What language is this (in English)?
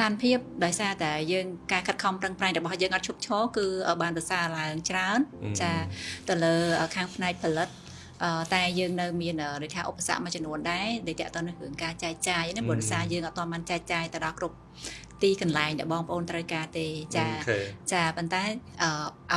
Khmer